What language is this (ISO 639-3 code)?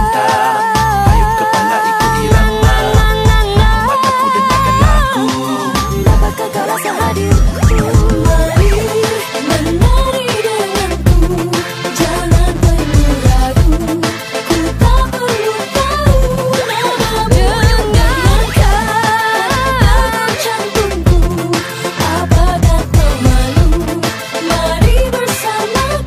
msa